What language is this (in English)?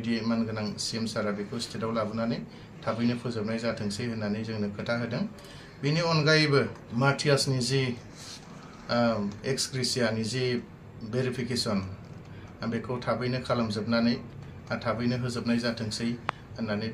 Bodo